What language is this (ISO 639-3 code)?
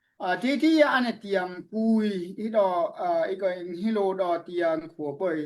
dao